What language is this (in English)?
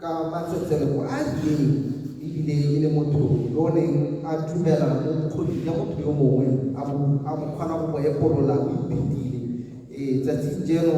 Tswana